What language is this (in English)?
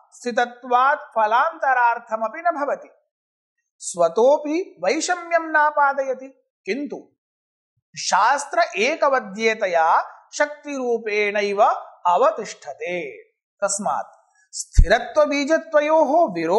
Sanskrit